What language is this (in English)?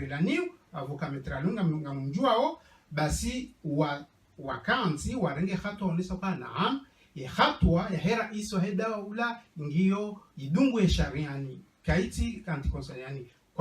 Ngazidja Comorian